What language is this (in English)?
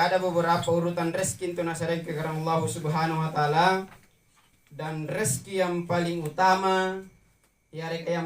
Makasar